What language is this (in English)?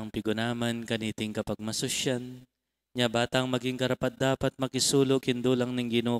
Pampanga